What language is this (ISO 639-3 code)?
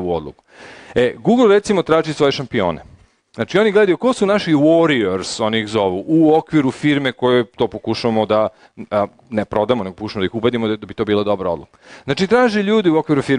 srp